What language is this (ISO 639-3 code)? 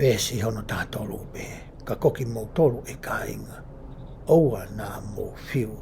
ton